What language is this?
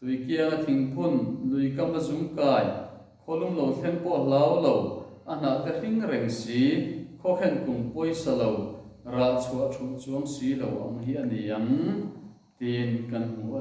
Mizo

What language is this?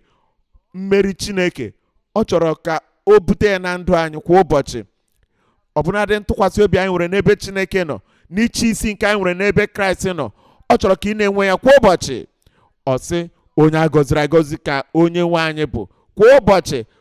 Igbo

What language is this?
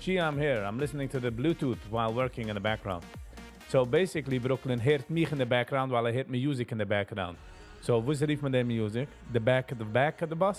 Yiddish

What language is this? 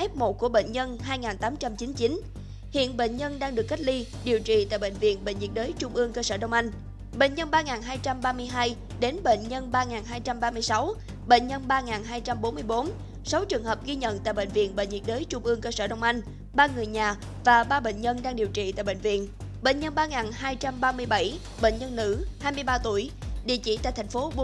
Vietnamese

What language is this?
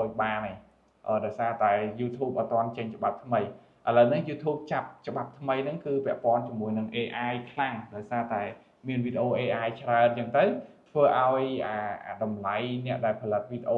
Khmer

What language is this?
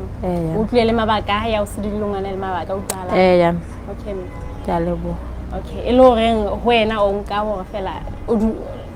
Southern Sotho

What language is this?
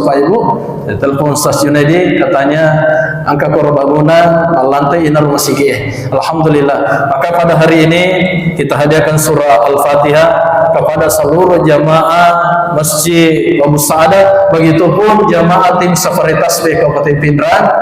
Buginese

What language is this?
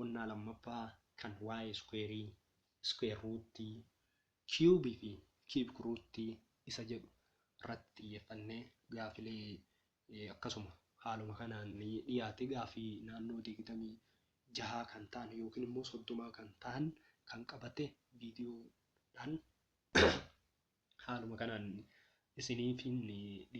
Oromo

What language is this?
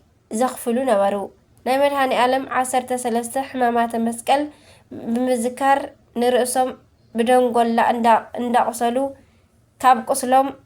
Tigrinya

